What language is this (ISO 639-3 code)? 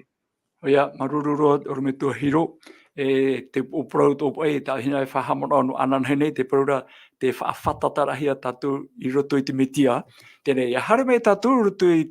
tah